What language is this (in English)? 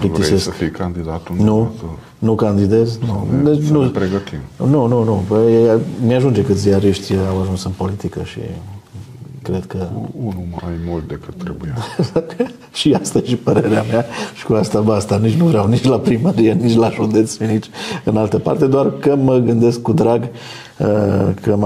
Romanian